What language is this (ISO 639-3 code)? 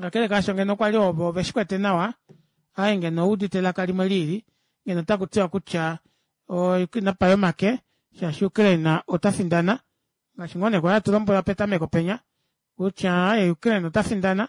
kua